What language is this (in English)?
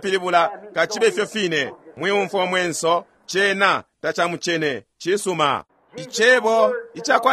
Bemba